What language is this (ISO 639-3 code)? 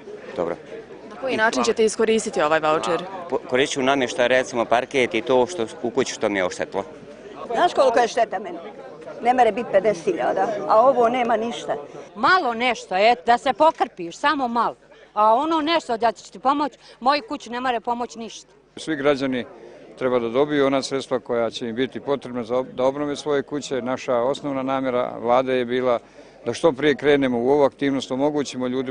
bos